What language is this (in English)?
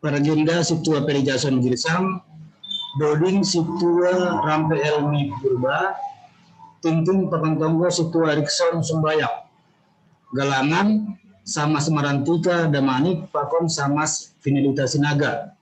Batak Simalungun